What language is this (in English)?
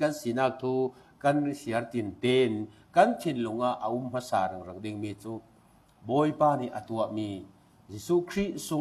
Falam Chin